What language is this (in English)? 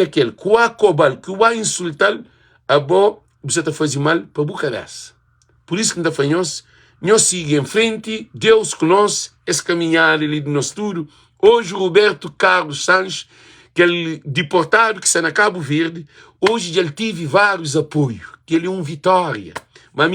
Kabuverdianu